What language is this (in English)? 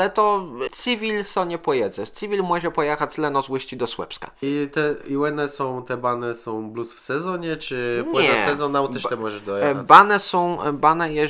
Kashubian